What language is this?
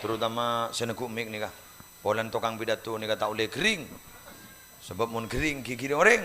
Madurese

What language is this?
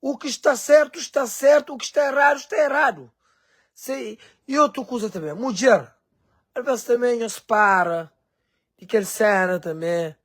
Kabuverdianu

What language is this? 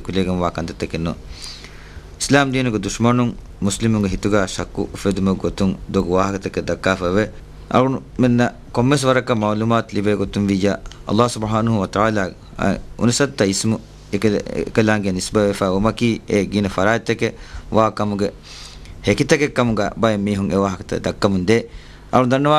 Divehi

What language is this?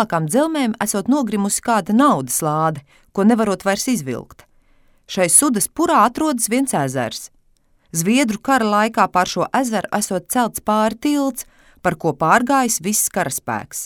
Latvian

